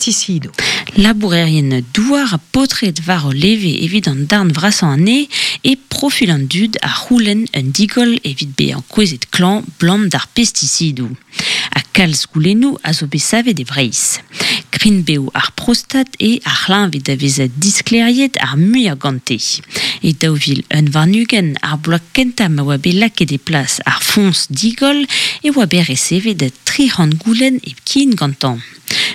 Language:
Breton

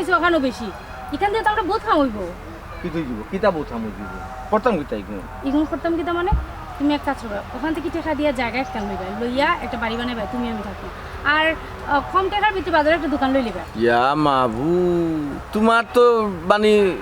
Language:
Sylheti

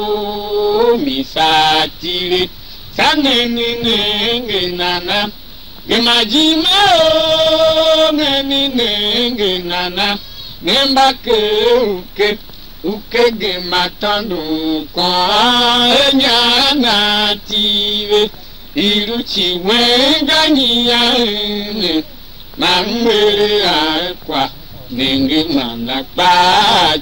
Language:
Tiv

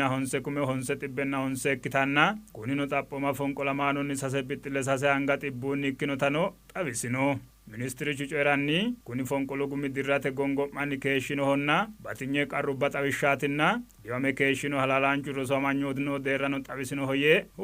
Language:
Sidamo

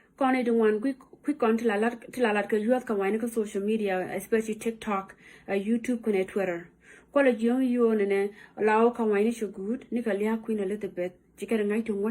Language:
Nuer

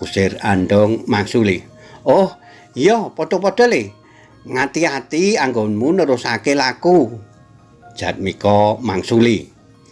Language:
Javanese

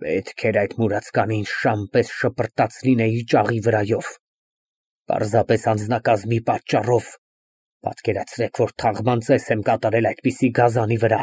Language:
Armenian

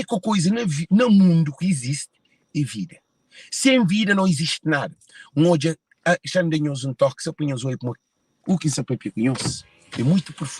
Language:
Kabuverdianu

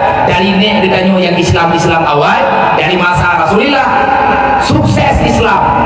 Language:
Achinese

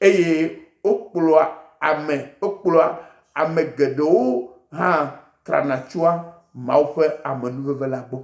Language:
Ewe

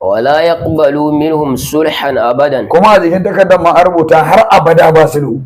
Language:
Hausa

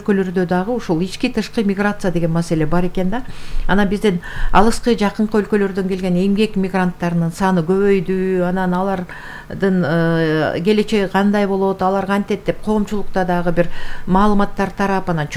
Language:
Kyrgyz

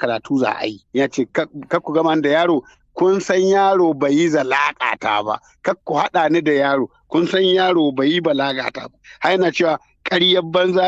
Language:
Hausa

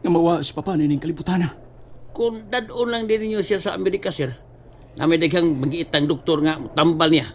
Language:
Cebuano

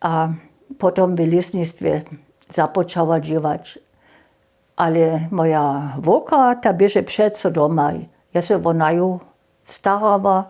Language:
Upper Sorbian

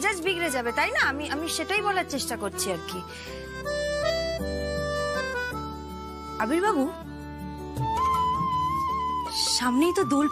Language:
Bangla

